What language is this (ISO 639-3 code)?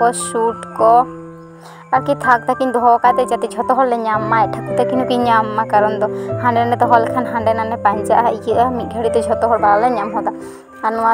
sat